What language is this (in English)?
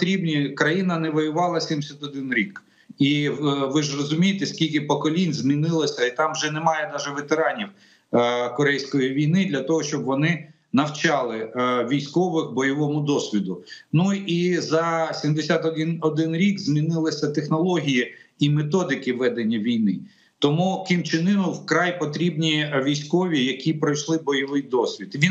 Ukrainian